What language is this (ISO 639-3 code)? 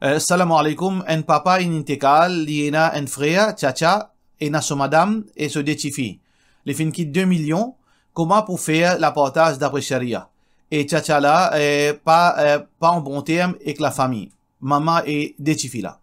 mfe